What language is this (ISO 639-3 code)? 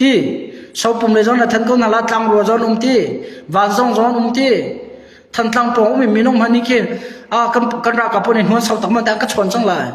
cnh